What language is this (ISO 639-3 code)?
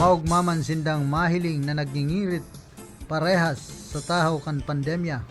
bik